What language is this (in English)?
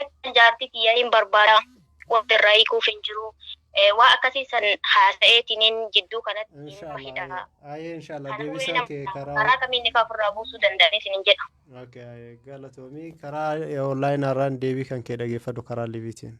Oromo